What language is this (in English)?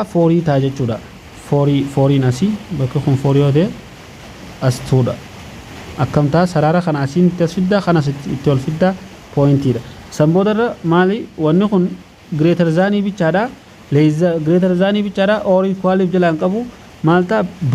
Oromo